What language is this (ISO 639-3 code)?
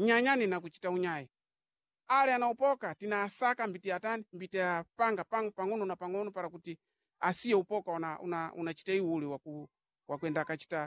seh